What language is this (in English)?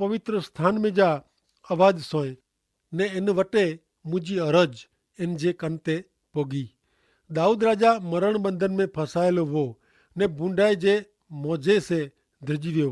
Kachhi